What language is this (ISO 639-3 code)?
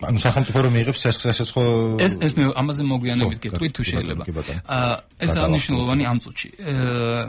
kat